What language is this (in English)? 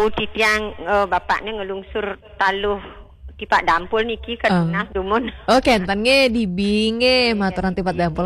Balinese